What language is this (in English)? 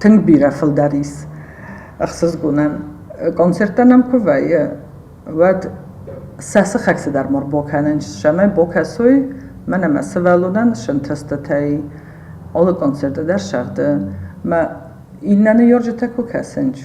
Ossetic